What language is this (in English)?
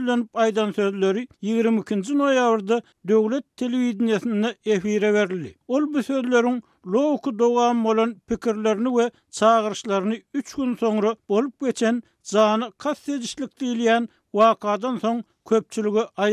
Turkmen